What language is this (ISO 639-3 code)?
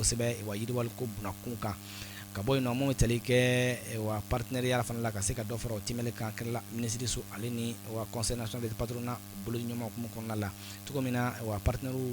bam